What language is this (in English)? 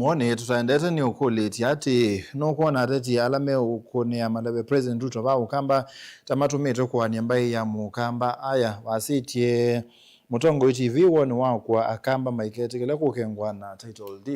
Kamba